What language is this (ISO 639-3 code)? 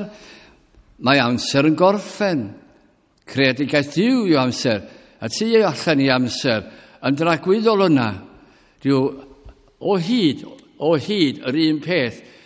cym